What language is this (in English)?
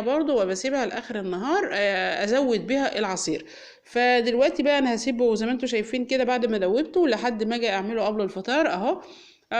Egyptian Arabic